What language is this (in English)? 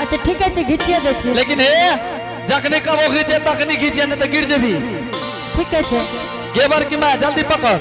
Angika